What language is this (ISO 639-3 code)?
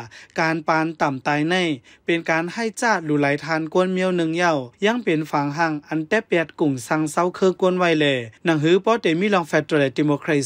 shn